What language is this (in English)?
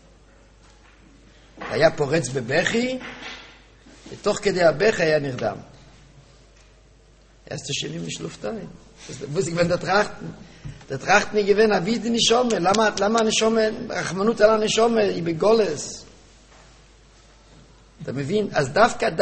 Hebrew